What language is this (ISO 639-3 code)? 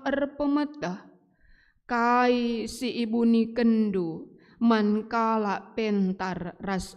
btx